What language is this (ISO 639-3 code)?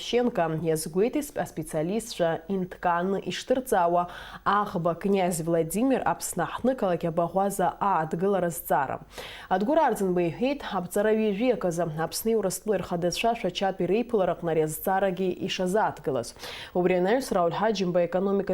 abk